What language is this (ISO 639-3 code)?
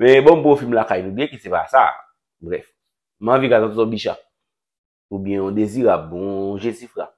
hat